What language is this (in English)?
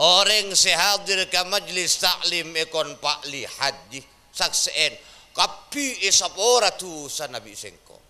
Madurese